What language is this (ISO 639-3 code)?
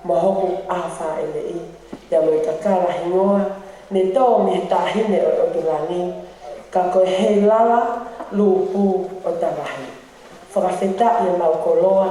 ton